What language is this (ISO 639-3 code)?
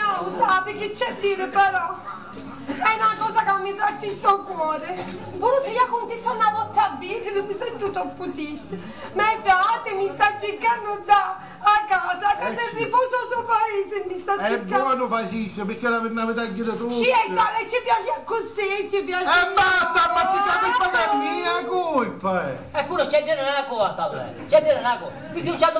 scn